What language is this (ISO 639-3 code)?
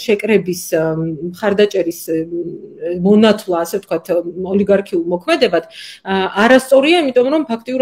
kat